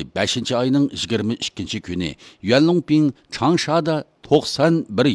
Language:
Uyghur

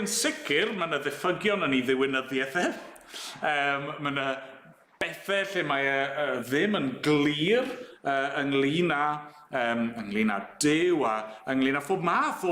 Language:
Welsh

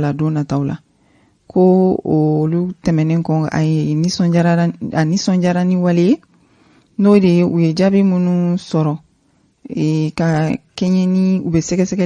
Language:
Bambara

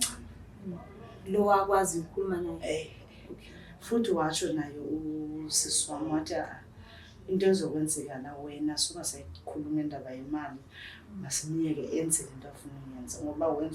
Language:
Zulu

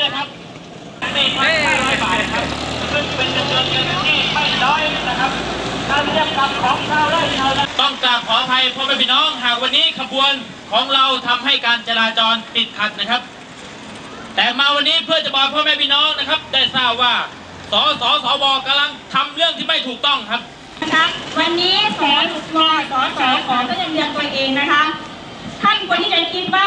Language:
Thai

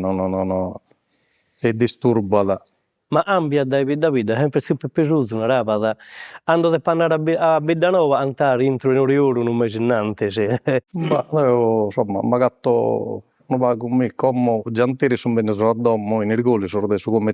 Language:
Sardinian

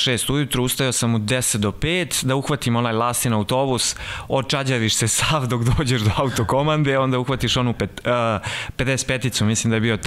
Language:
Serbian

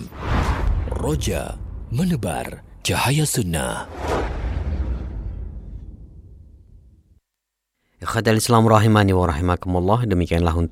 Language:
Indonesian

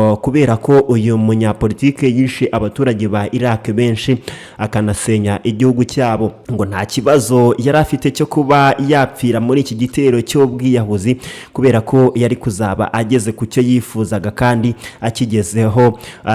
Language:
Kinyarwanda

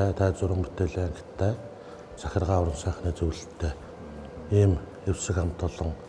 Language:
Mongolian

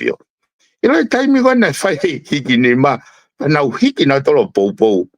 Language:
Tongan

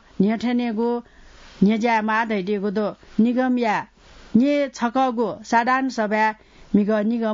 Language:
Newari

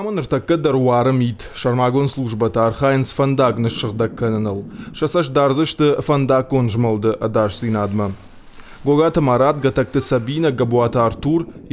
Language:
Ossetic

